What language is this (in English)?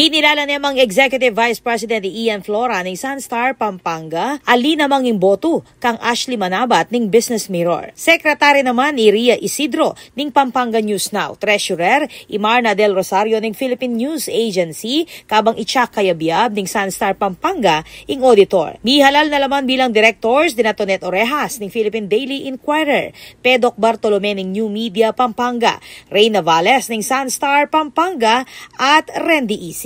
Pampanga